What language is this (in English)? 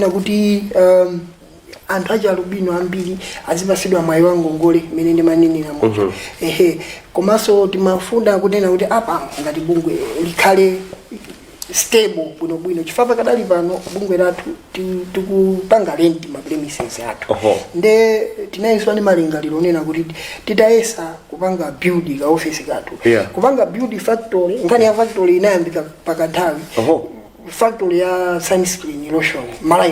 Nyanja